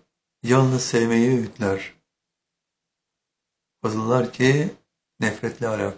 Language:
Turkish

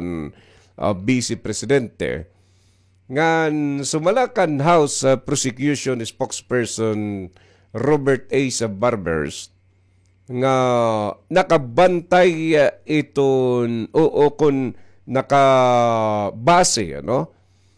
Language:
Waray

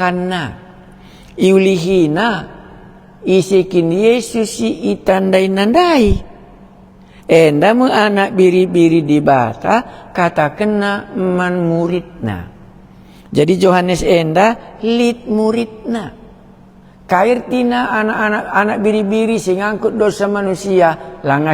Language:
Batak Karo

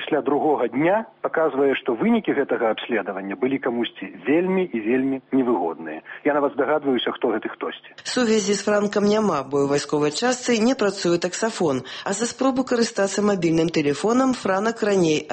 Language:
Belarusian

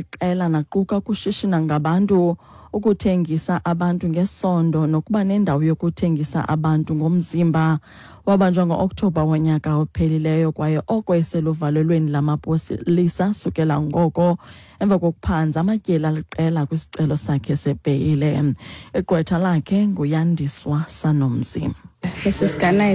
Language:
Xhosa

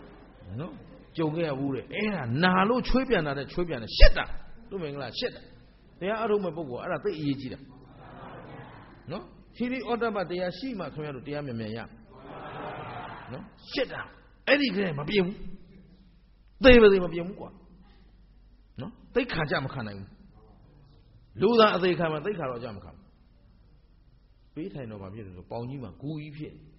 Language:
Burmese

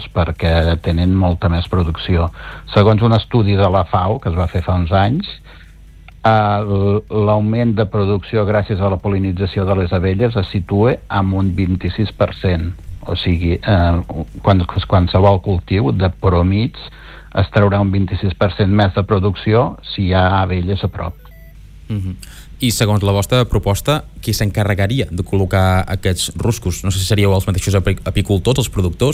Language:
Catalan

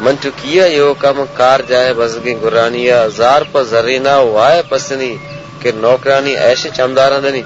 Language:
Baluchi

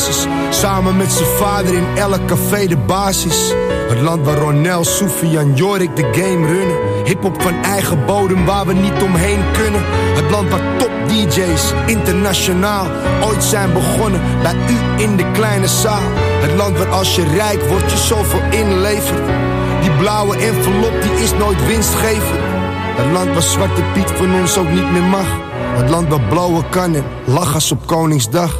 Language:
Dutch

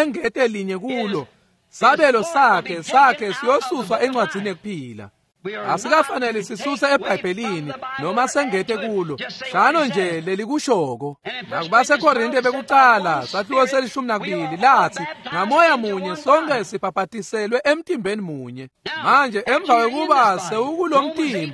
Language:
Swati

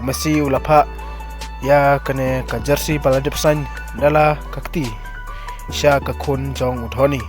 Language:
Khasi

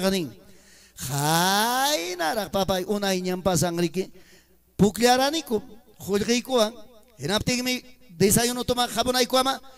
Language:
Ayacucho Quechua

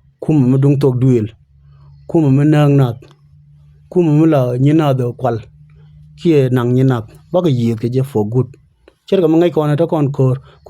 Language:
Nuer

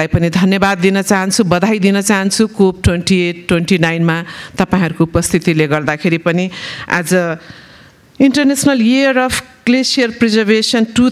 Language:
Nepali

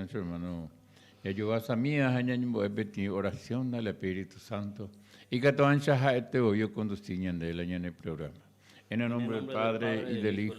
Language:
Guarani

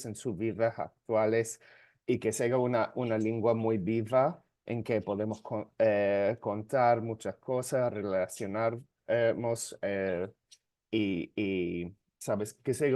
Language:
Ladino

